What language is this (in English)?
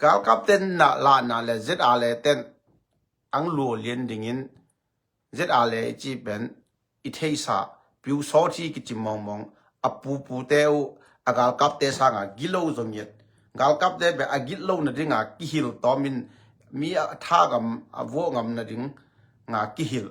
Tedim Chin